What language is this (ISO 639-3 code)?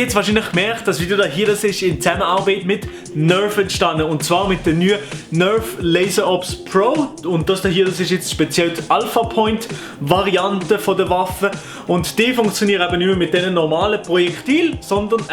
gsw